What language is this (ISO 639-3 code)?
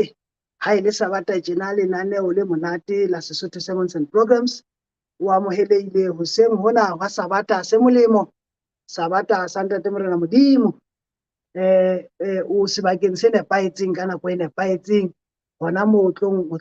sot